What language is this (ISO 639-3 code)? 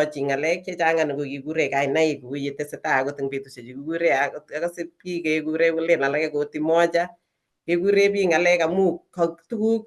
kln